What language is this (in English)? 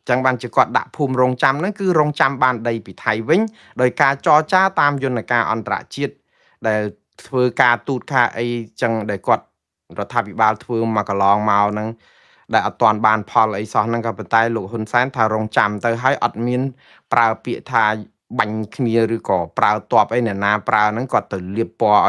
Khmer